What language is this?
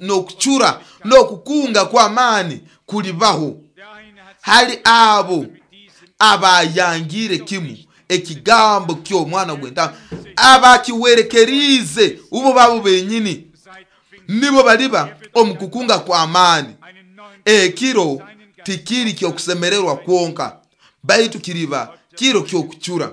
Nyoro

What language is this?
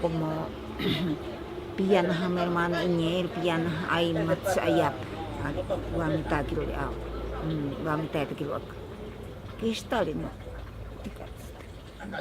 Ashéninka Perené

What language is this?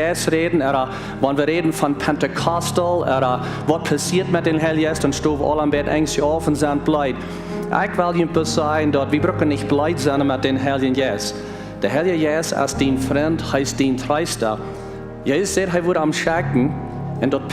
Plautdietsch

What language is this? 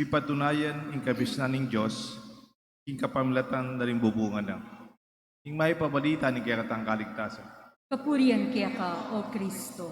Pampanga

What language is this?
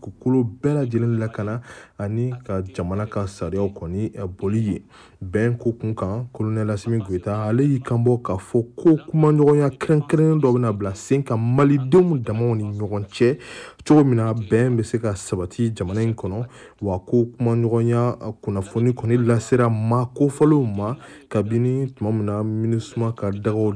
Bambara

